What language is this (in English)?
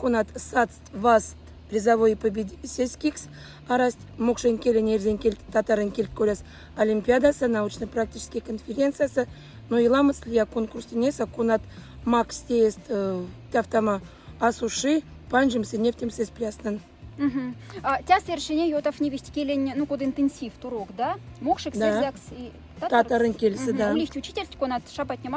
Moksha